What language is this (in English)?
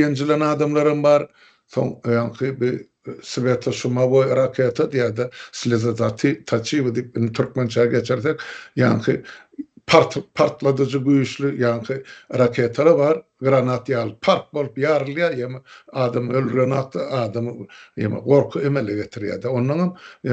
Turkmen